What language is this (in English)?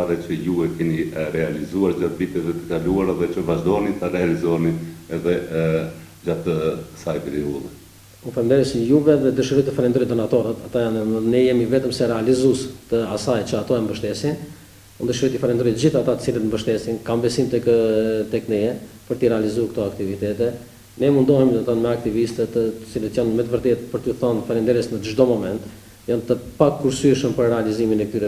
Albanian